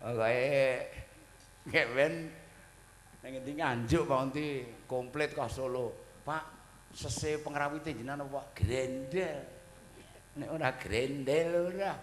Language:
Javanese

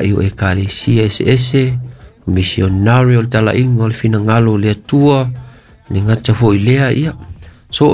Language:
Samoan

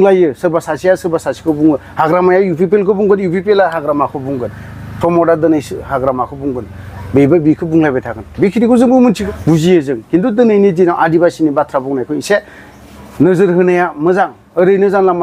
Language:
Bodo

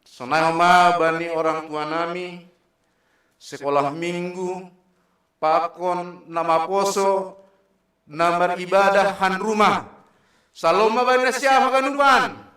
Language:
Batak Simalungun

